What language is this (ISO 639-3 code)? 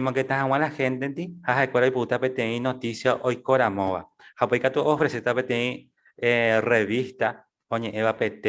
grn